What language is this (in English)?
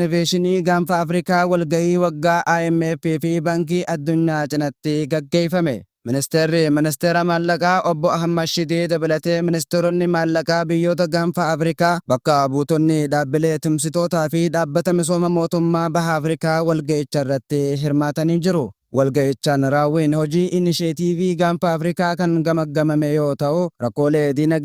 Oromo